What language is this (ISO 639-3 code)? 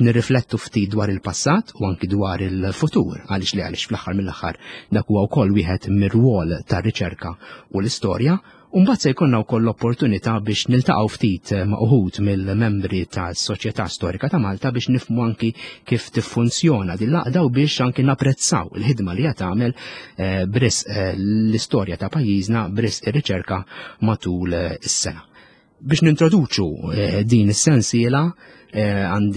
mlt